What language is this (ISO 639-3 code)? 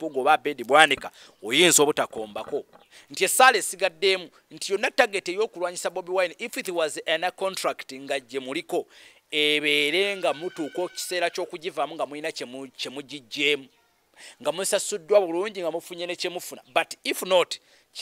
lug